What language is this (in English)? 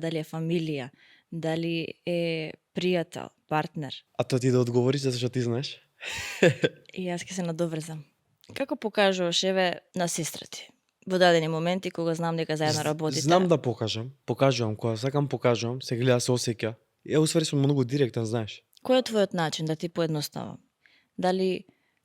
Macedonian